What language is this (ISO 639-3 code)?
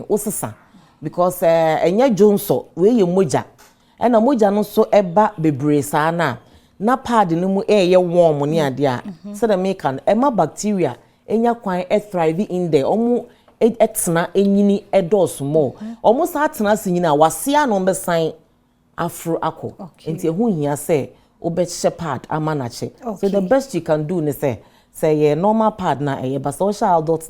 aka